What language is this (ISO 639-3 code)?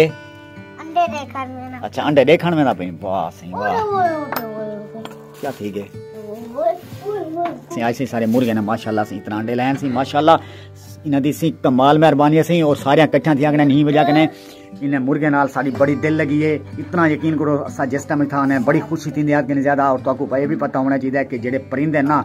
skr